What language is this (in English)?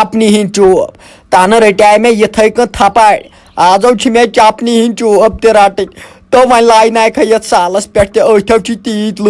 Kashmiri